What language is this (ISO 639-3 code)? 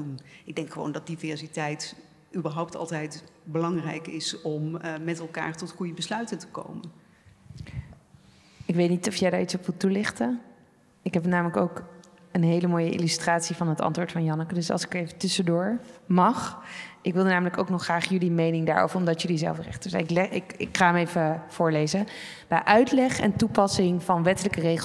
nld